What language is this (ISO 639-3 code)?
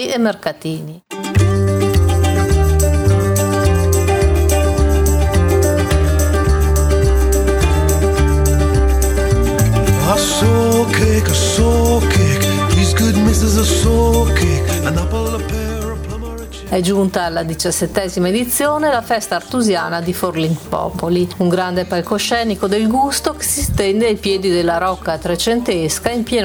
ita